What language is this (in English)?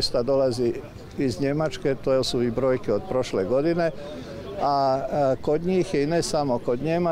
Croatian